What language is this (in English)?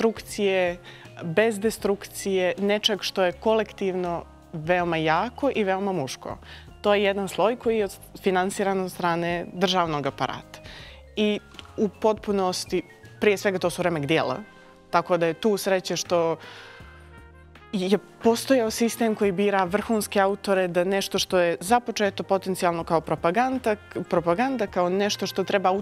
Bosnian